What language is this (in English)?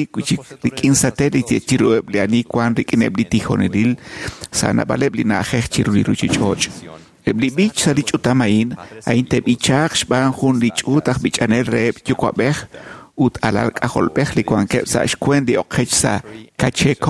Kekchí